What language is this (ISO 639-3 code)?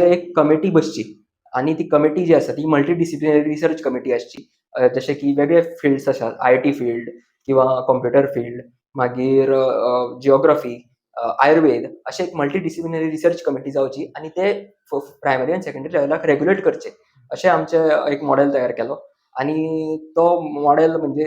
kok